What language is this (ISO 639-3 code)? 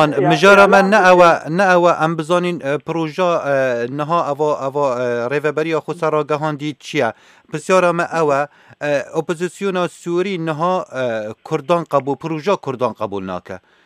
kur